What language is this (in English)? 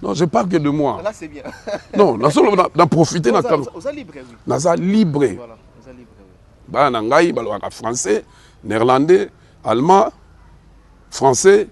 Lingala